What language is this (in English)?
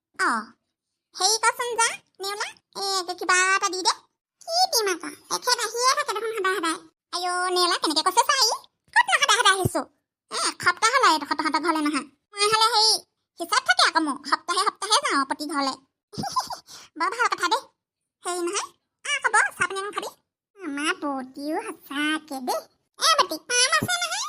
Assamese